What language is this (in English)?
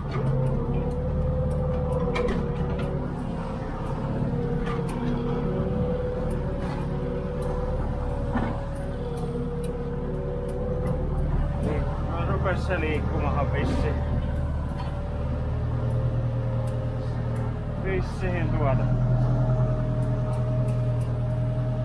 Finnish